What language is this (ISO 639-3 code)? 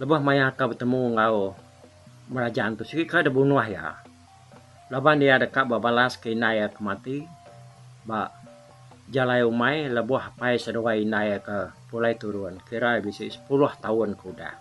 iba